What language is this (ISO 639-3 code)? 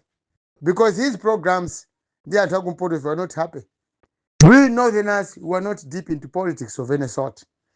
nya